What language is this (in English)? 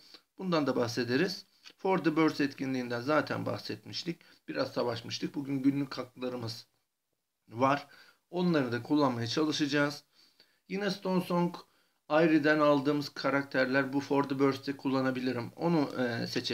Turkish